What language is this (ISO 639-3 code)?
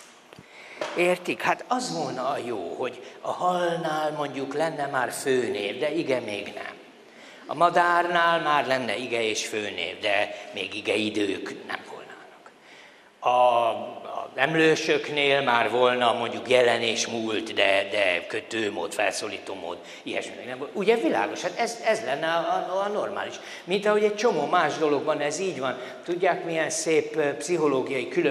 hun